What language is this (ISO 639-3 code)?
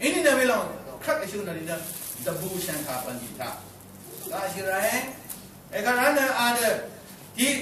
raw